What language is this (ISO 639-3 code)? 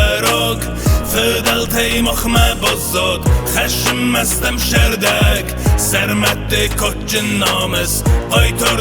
oss